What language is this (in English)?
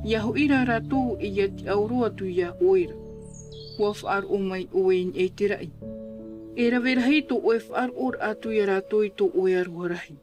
Tahitian